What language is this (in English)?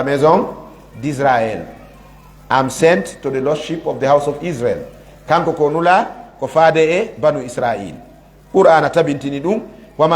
Fula